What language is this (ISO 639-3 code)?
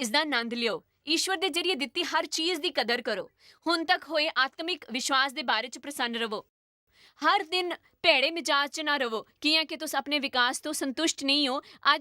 doi